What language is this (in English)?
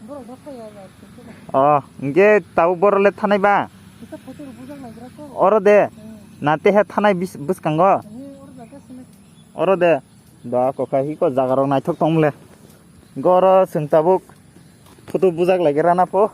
Kok Borok